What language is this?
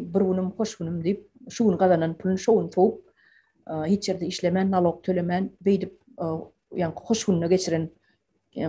Turkmen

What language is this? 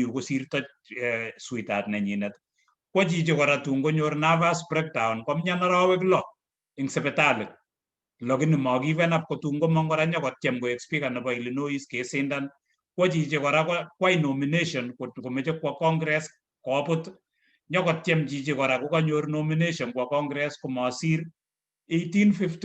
Kalenjin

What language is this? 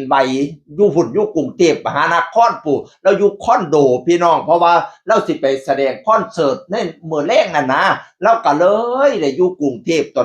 Northeastern Thai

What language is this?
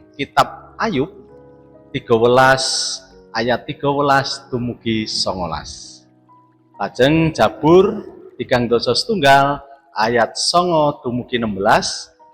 Javanese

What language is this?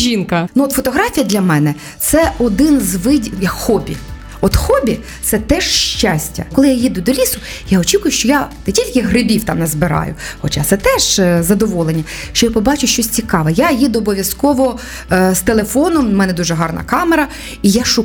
Ukrainian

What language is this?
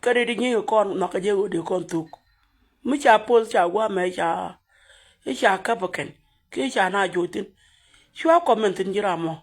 Nuer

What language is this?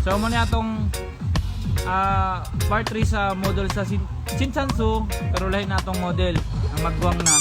Cebuano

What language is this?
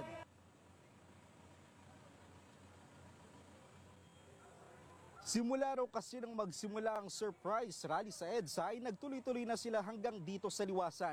Filipino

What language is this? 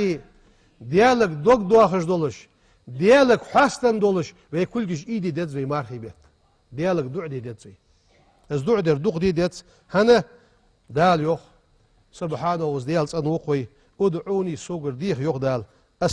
Ingush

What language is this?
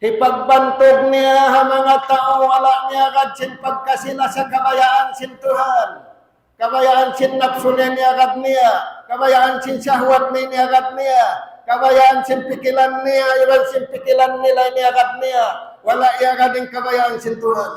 Tausug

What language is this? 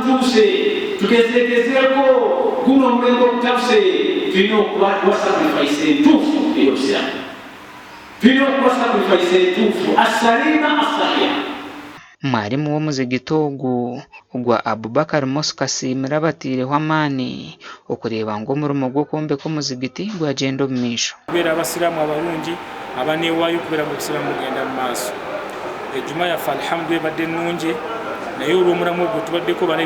Nyankole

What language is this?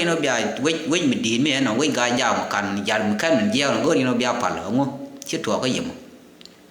Nuer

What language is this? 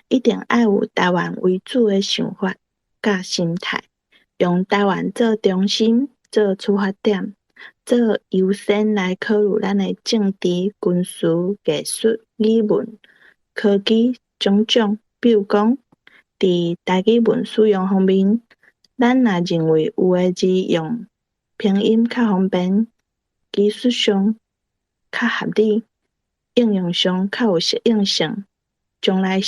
Min Nan Chinese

